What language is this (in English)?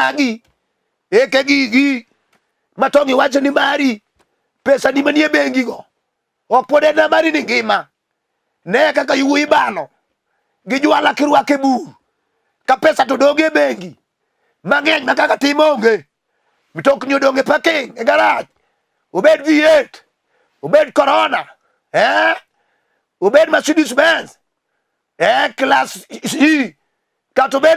Luo (Kenya and Tanzania)